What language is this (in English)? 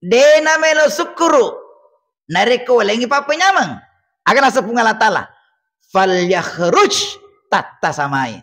Buginese